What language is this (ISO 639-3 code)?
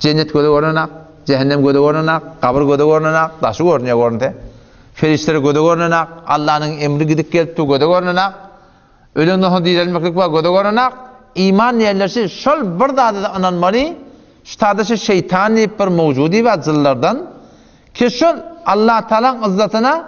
tuk